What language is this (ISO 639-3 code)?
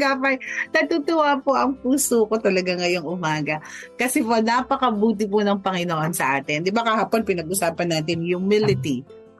fil